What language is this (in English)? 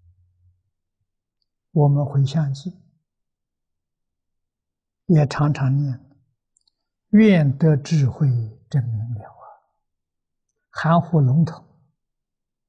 Chinese